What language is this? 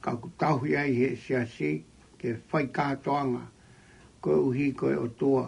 Tongan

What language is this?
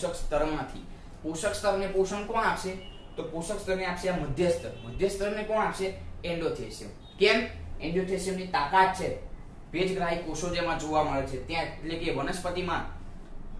Gujarati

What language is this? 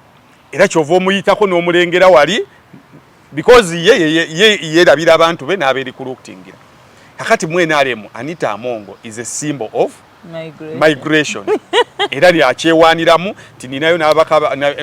Ganda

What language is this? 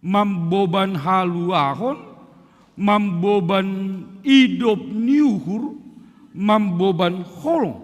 Batak Simalungun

